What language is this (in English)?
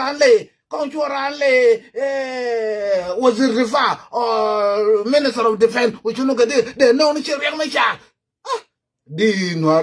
Nuer